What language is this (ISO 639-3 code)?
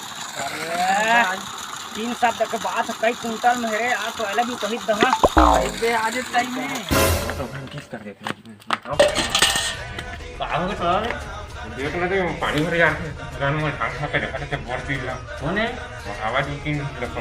hne